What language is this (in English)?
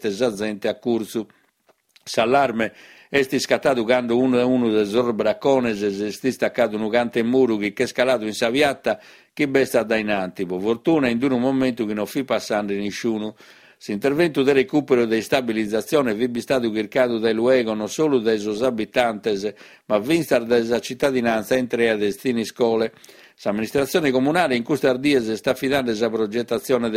Sardinian